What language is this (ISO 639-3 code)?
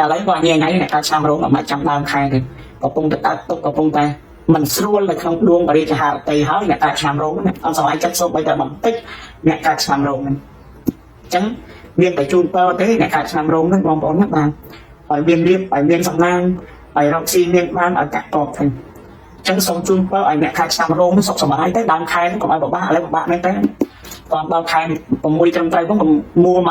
khm